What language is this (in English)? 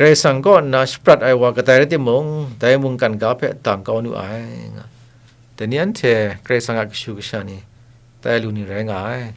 Kachin